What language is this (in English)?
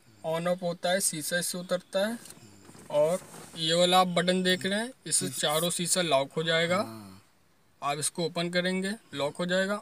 Hindi